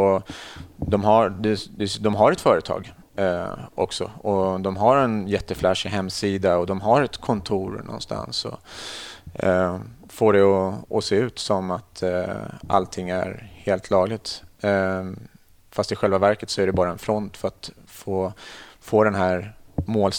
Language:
Swedish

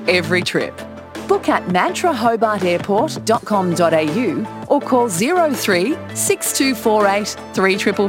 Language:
English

